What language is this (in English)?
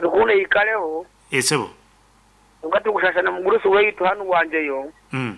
Nyankole